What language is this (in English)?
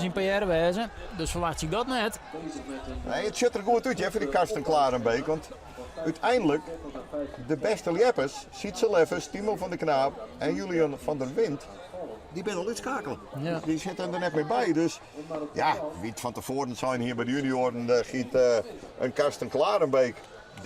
Western Frisian